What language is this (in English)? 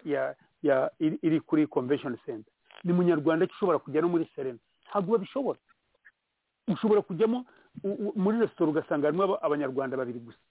Kinyarwanda